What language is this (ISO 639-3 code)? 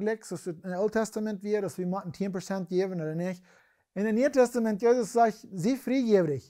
pdt